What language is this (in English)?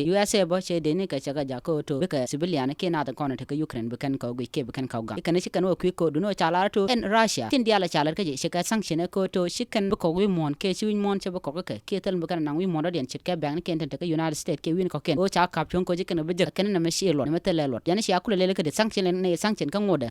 Nuer